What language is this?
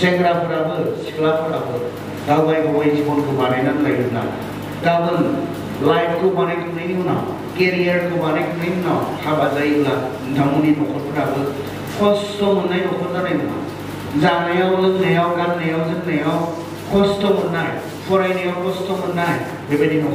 Bodo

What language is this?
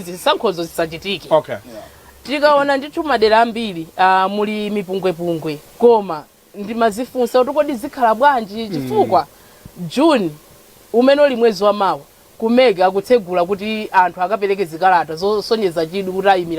Nyanja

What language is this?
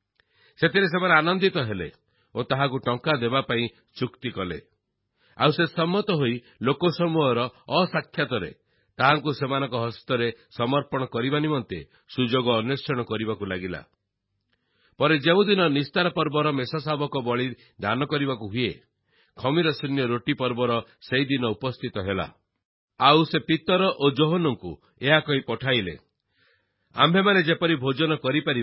Odia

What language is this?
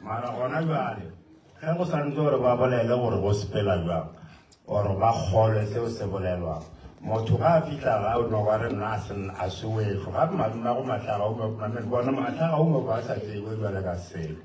Northern Sotho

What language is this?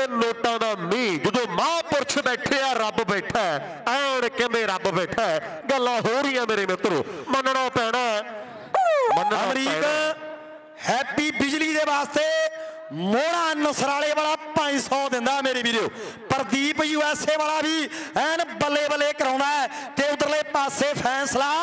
Punjabi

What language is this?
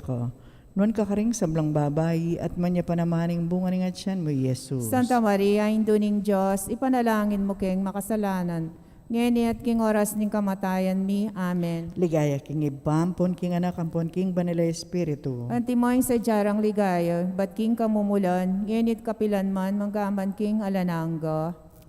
Pampanga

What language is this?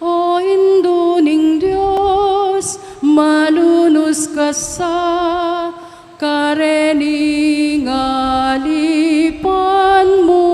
Pampanga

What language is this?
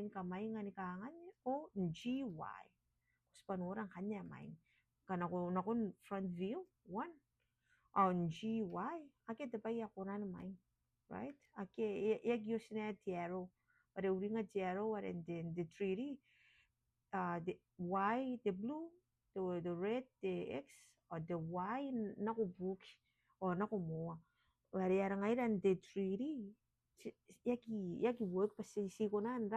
Gilbertese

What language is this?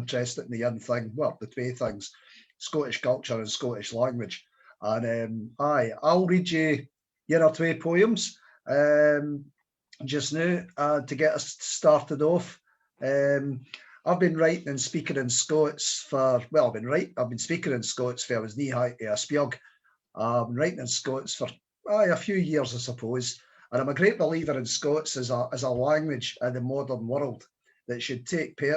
Scots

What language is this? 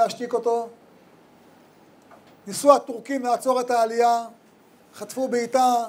Hebrew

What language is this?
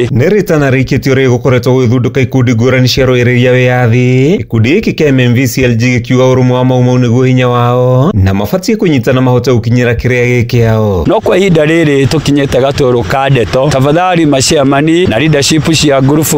Kikuyu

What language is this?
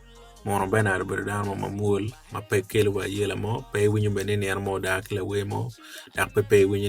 Acoli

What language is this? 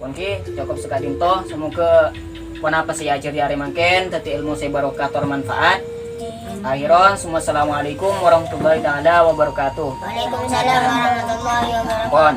Madurese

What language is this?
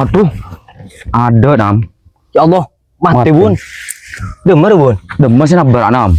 Madurese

